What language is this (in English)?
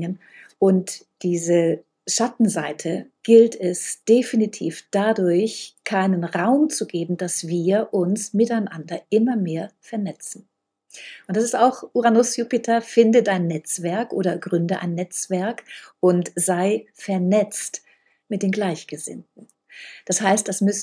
German